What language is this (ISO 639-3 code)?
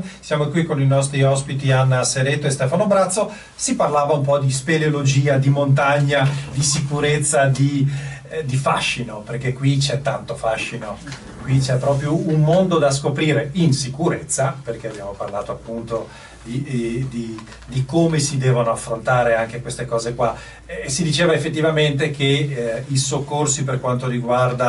ita